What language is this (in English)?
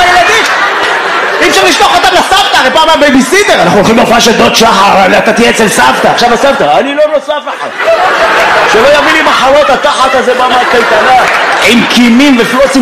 Hebrew